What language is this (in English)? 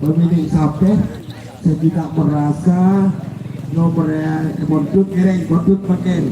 Madurese